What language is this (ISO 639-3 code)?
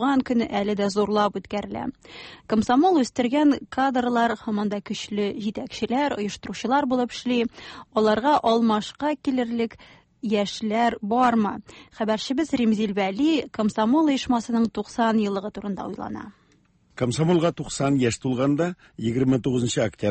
tat